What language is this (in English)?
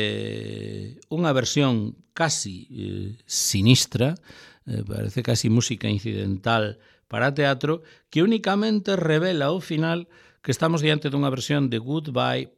Galician